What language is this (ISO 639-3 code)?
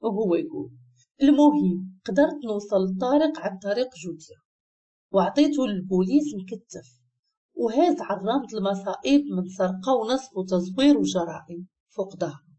ary